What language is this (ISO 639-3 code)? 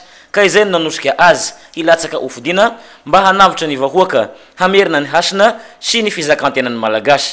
mlg